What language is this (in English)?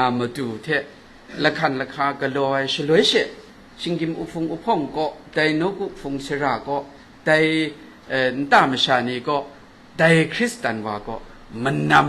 Kachin